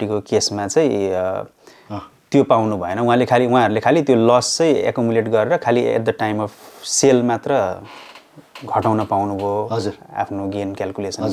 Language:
Nepali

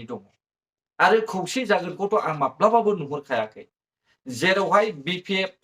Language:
Bodo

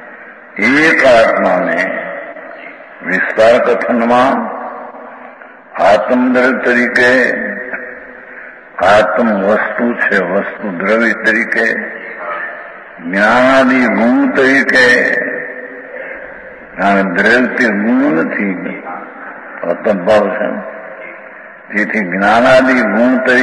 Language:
Gujarati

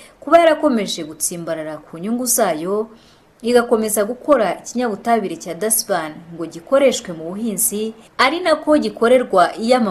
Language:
Kinyarwanda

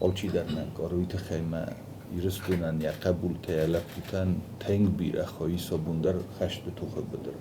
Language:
Ossetic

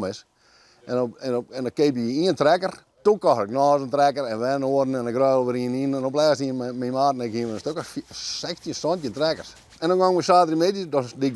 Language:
Western Frisian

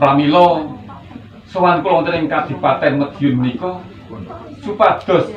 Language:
Javanese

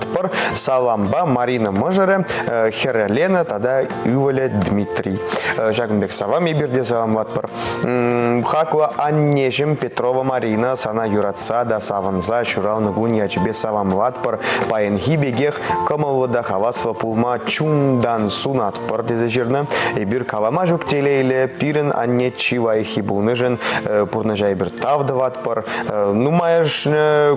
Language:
Chuvash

